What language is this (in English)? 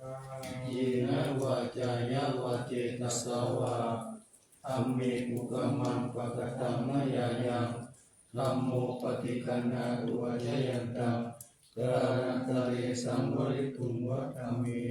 Pali